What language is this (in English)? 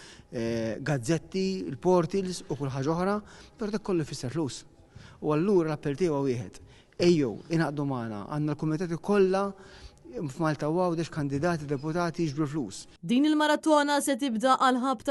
Maltese